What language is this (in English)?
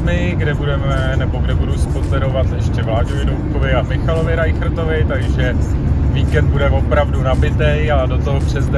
Czech